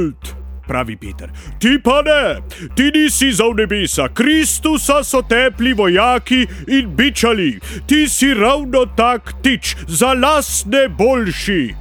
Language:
Slovenian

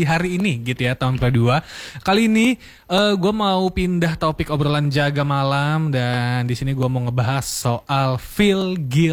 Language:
Indonesian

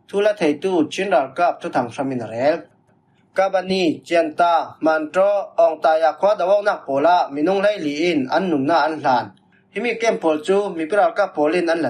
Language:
Falam Chin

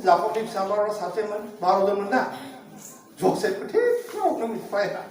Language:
Bodo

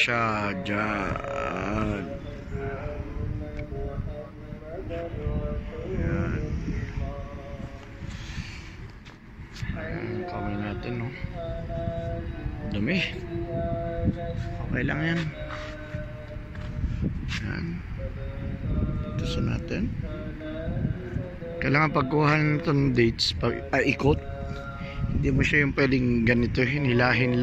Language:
Filipino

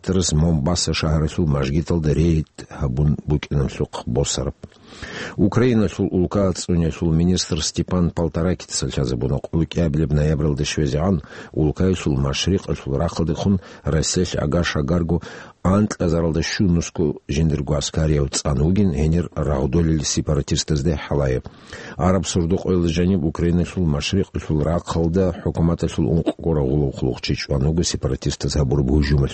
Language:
Avaric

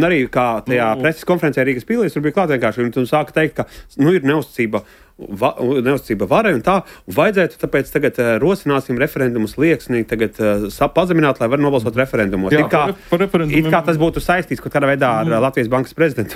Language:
Latvian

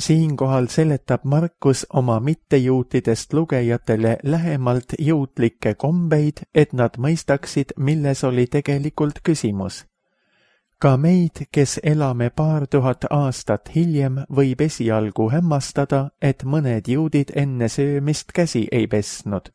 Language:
Estonian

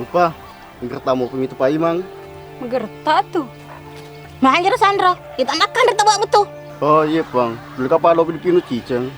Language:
Buginese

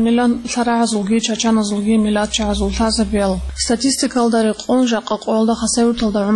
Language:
Avaric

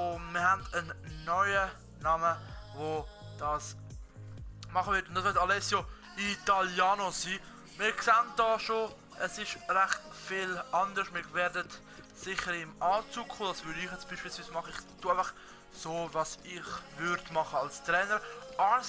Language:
Swiss German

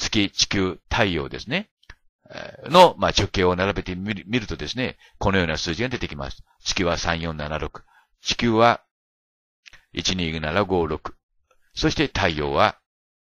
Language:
Japanese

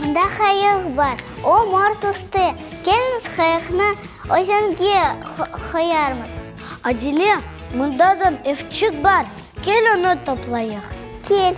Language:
Crimean Tatar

